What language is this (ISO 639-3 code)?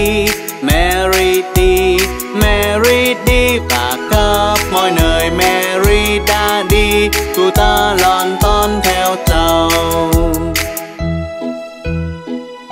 vie